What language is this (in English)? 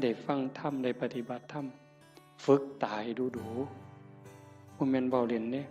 Northeastern Thai